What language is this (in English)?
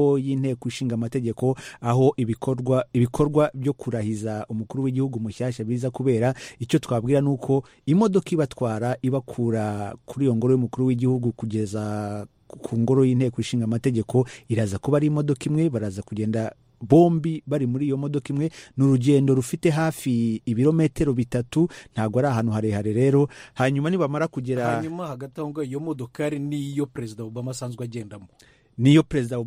Kinyarwanda